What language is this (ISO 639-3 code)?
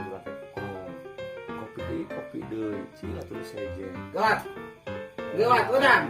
sun